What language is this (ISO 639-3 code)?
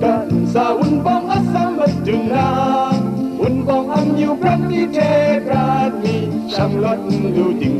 kac